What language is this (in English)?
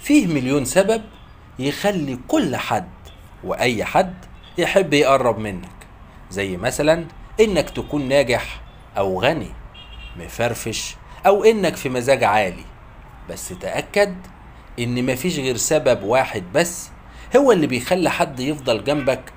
Egyptian Arabic